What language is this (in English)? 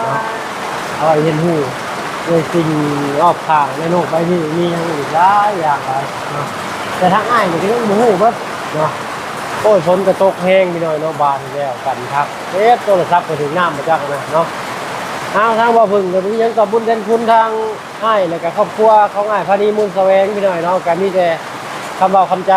Lao